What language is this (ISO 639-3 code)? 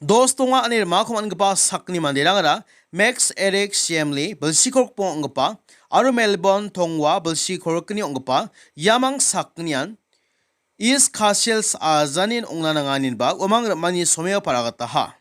grt